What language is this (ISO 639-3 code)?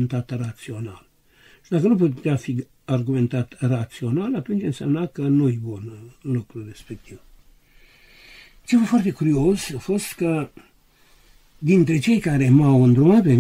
ron